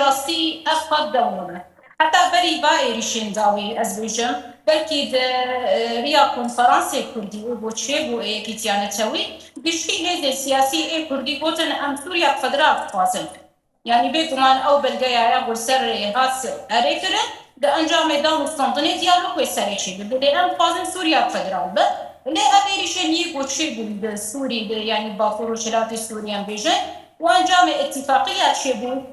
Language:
Kurdish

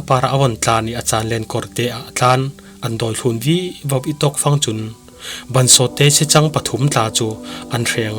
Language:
Falam Chin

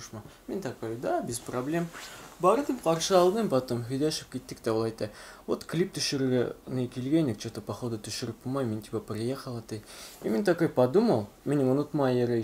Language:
Bashkir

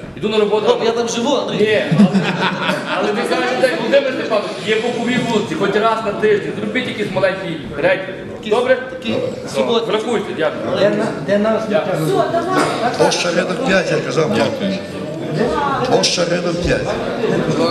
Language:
Ukrainian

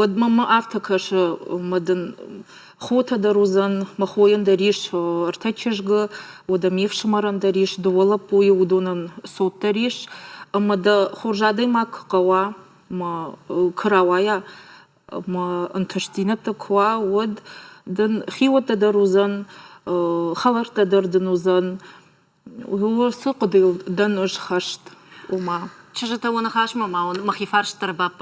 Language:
Ossetic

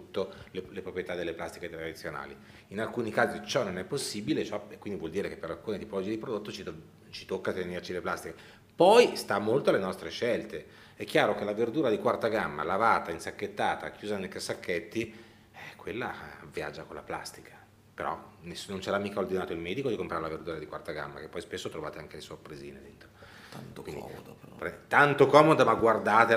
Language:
Italian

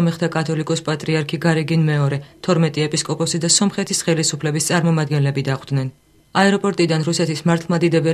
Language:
Georgian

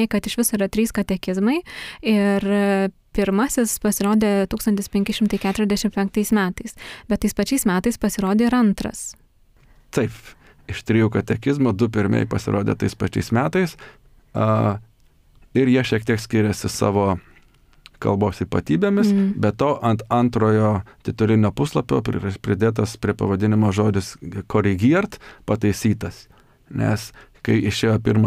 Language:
Lithuanian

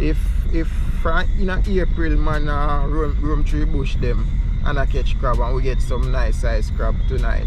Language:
Jamaican Creole English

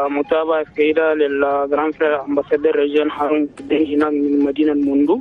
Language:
Chadian Arabic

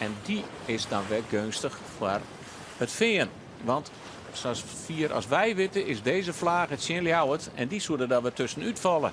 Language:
Western Frisian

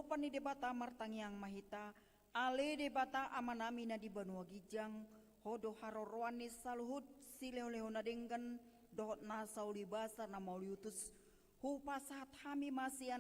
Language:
Batak Toba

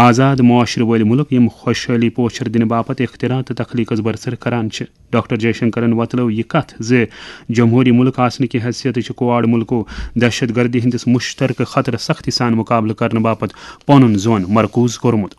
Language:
Kashmiri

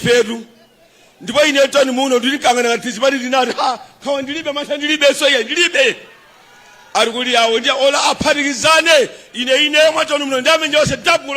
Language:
Nyanja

